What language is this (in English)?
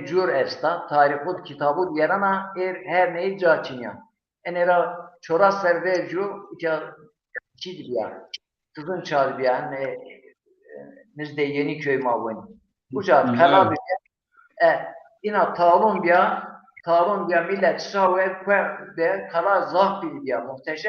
Zaza